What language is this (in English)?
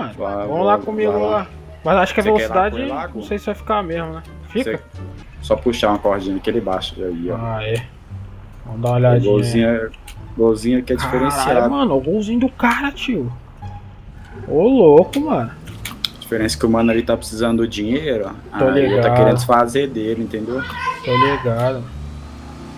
Portuguese